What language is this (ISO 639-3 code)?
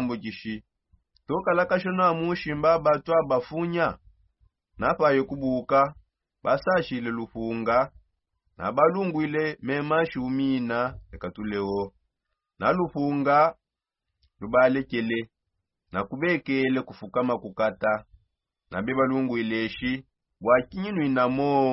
sop